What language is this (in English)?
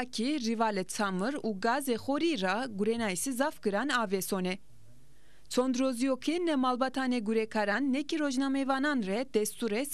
Zaza